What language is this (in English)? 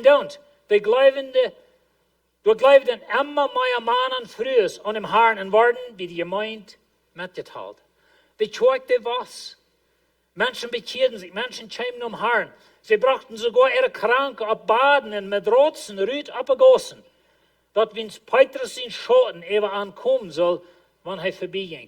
Plautdietsch